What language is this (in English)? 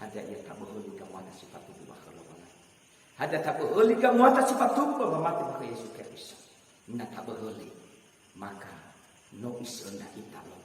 Nias